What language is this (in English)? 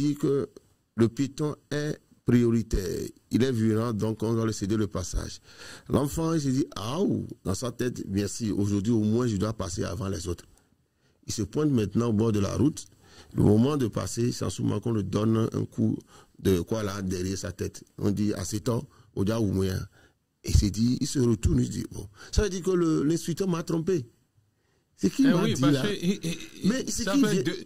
French